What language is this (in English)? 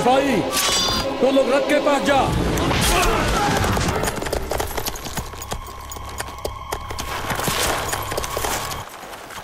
Bhojpuri